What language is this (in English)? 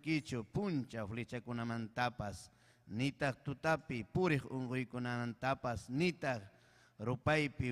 Ayacucho Quechua